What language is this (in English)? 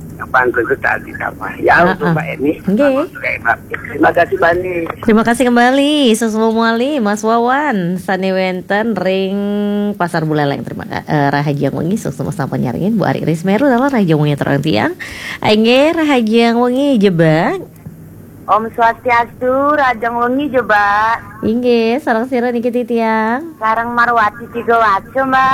Balinese